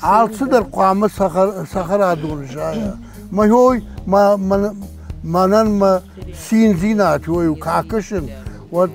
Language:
Ossetic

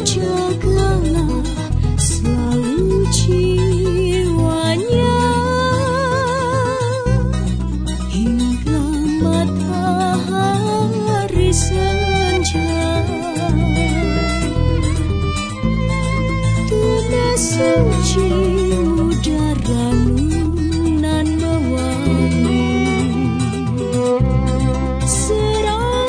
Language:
Indonesian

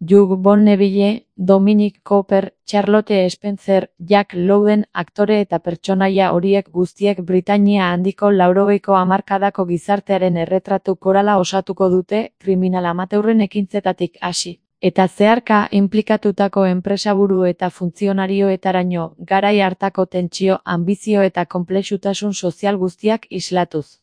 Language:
Basque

